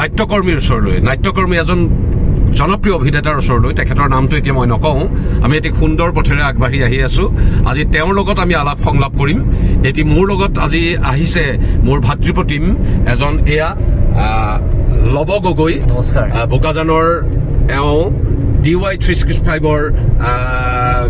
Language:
Assamese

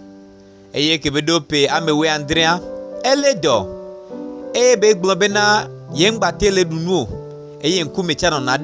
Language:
Gen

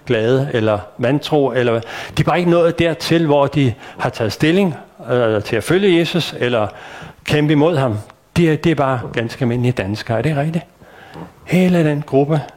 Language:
Danish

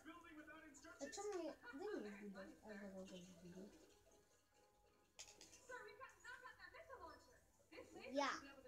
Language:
Polish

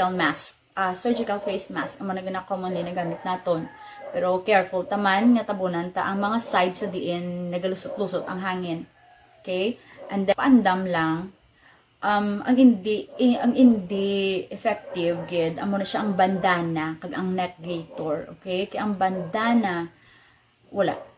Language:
Hiligaynon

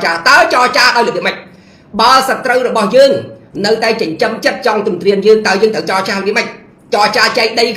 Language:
Khmer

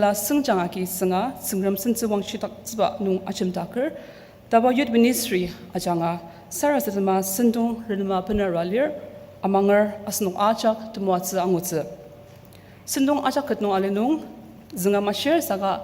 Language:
Ao Naga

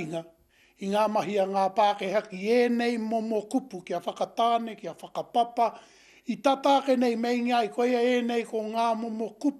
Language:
Māori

